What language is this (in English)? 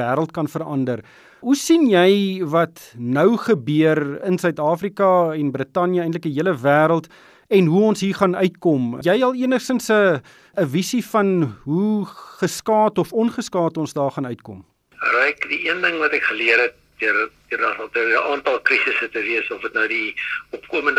Afrikaans